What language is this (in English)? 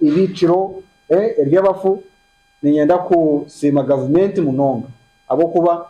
Nyankole